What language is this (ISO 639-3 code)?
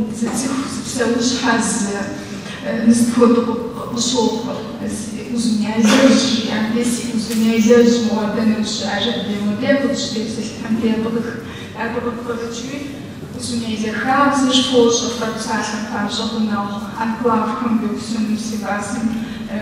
kbd